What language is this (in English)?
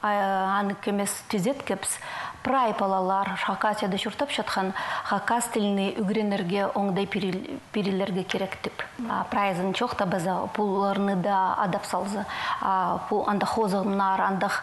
Khakas